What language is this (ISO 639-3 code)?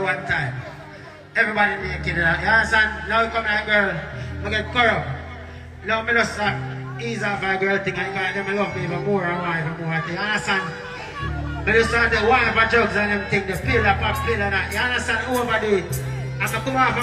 jam